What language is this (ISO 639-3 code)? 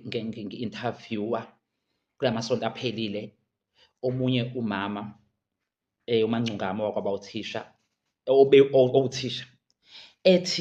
zul